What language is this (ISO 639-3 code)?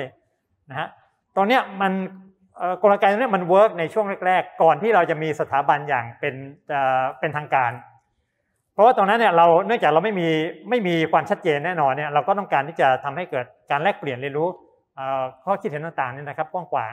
tha